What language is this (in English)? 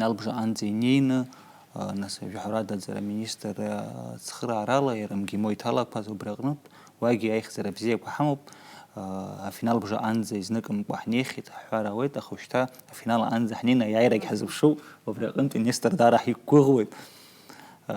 Abkhazian